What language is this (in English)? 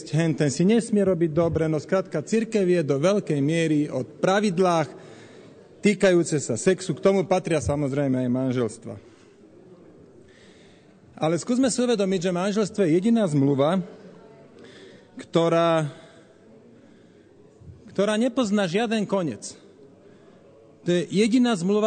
Slovak